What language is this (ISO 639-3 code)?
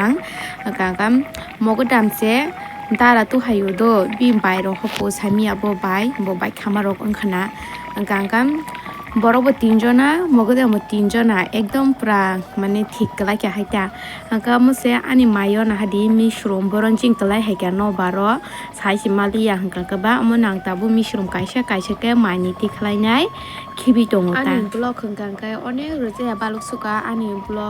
trp